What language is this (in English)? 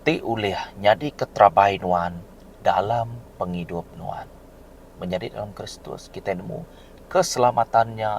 Iban